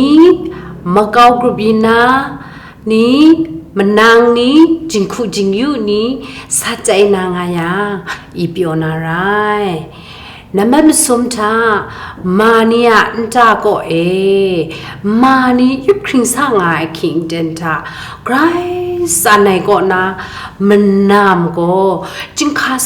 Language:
Kachin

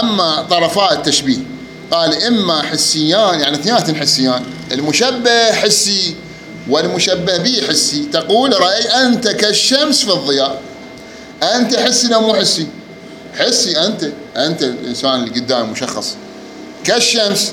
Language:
Mesopotamian Arabic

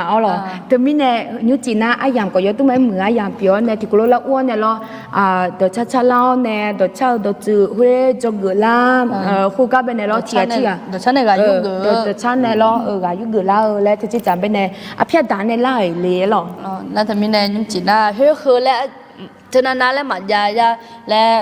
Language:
Akha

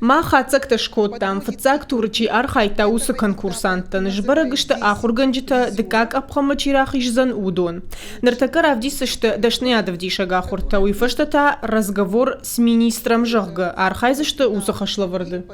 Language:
Ossetic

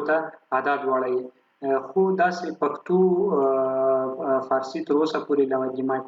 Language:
Pashto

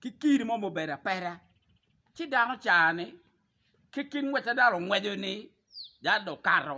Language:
Acoli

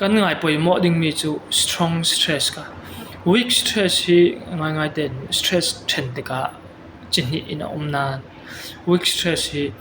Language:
Falam Chin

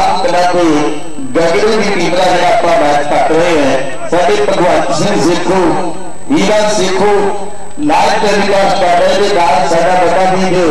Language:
Punjabi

